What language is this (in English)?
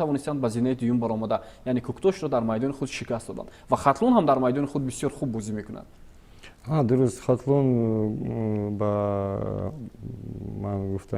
Tajik